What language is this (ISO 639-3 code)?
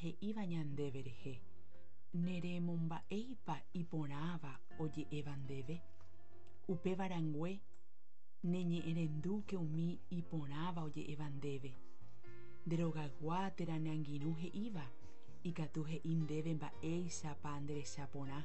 grn